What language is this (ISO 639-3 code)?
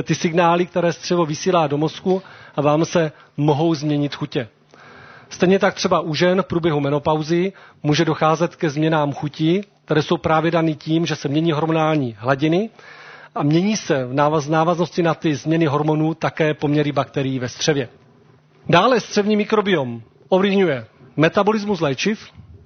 ces